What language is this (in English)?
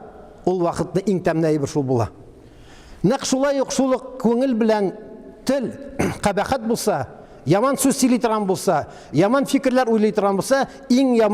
Tatar